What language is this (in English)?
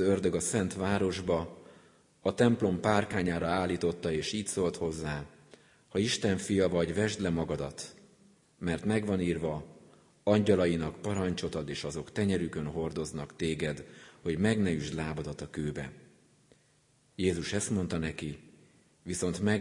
Hungarian